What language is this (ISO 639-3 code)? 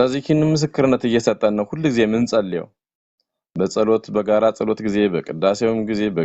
amh